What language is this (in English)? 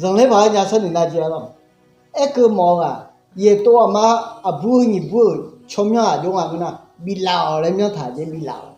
Akha